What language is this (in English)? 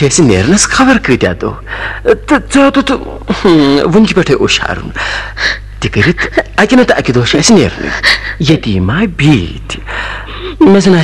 Kashmiri